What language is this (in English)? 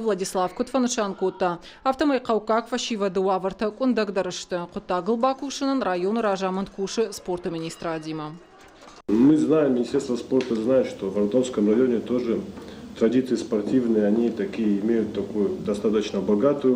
Ossetic